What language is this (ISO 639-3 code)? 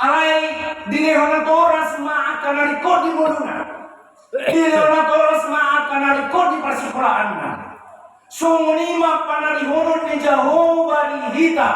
bbc